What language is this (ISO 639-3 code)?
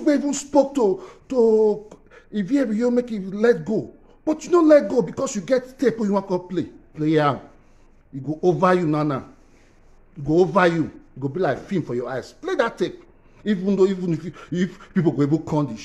pcm